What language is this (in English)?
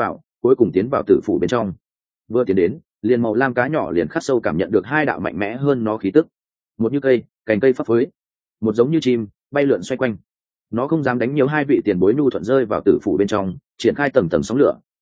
Vietnamese